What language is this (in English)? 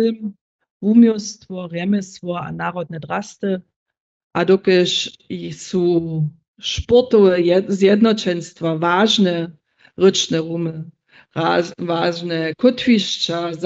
Upper Sorbian